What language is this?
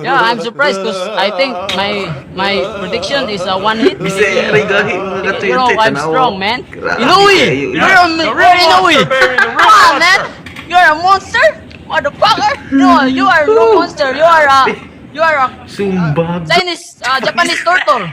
Cebuano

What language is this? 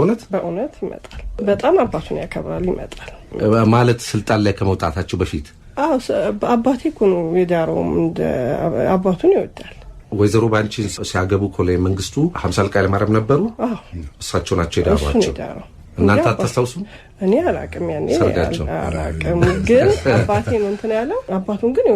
Amharic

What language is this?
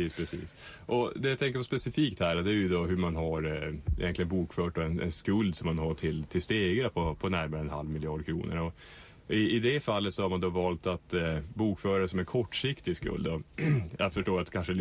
Swedish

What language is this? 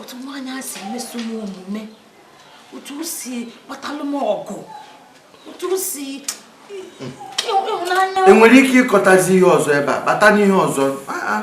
Igbo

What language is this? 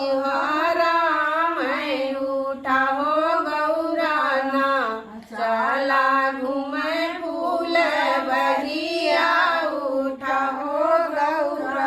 Bhojpuri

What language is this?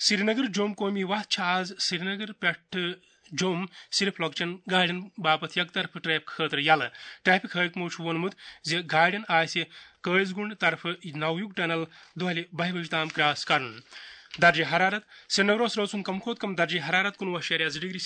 Kashmiri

